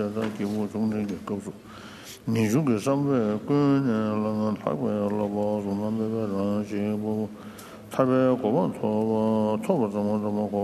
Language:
Chinese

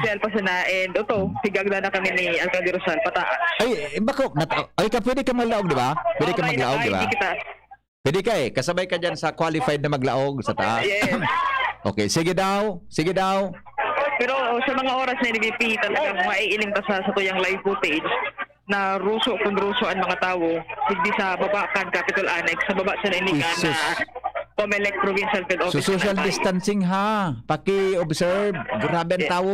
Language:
Bikol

